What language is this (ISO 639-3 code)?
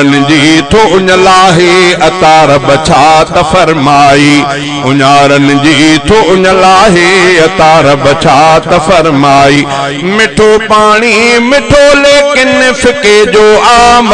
snd